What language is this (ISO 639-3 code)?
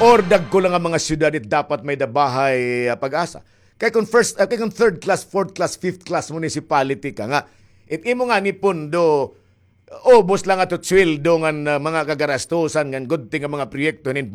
war